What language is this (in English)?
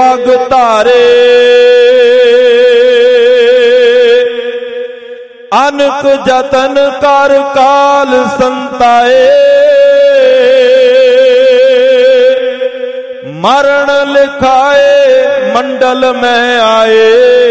Punjabi